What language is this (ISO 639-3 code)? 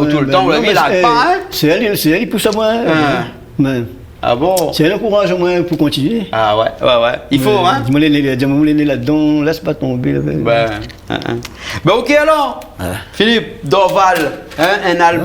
rcf